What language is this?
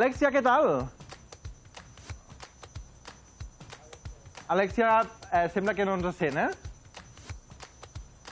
Catalan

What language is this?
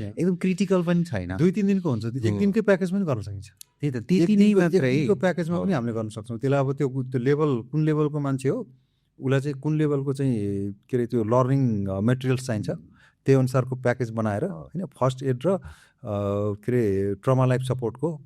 Nepali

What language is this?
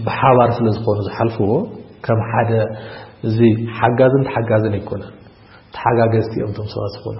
Tigrinya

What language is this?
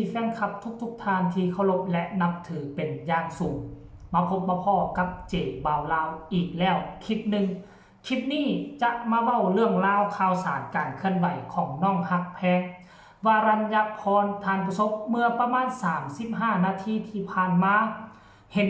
Northeastern Thai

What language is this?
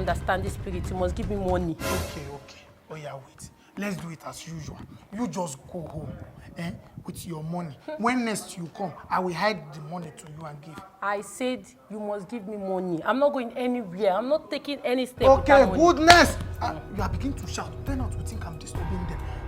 Nigerian Pidgin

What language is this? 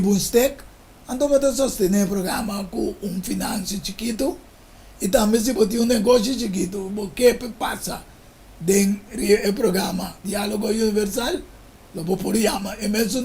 Papiamento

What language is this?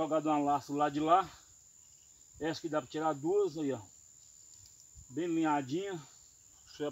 Portuguese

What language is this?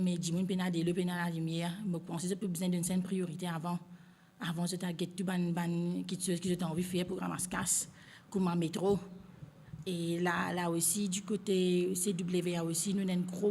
Morisyen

